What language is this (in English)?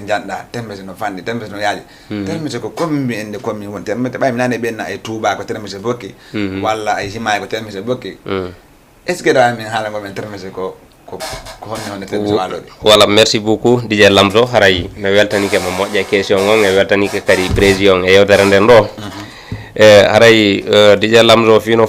Fula